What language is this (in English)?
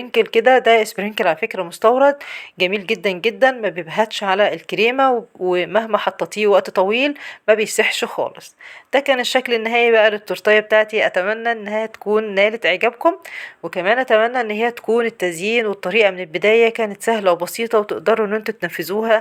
Egyptian Arabic